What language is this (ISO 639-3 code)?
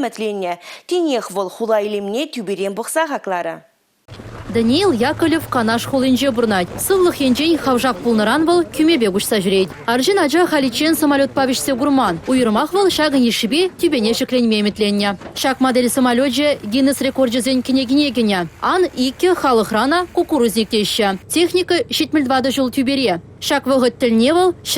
chv